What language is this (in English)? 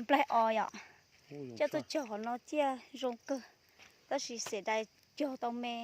Hmong